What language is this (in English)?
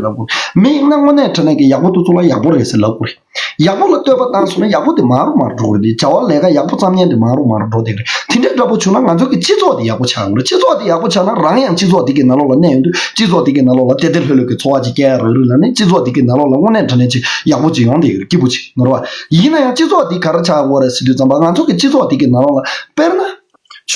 Tibetan